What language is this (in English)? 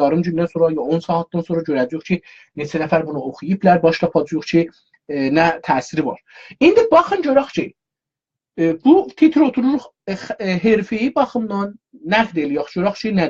South Azerbaijani